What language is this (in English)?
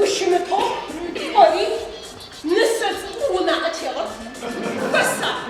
Adyghe